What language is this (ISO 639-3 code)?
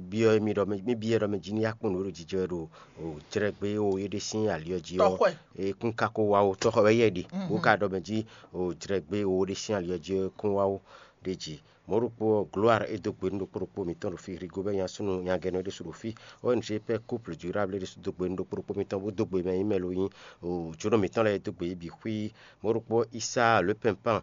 fon